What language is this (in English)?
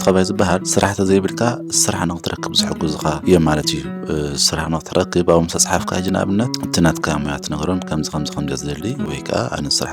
Tigrinya